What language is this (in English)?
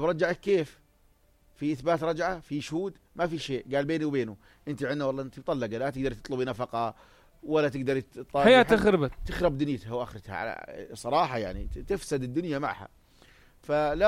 North Levantine Arabic